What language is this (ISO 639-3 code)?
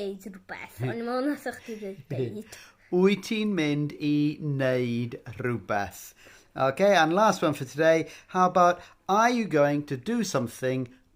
cym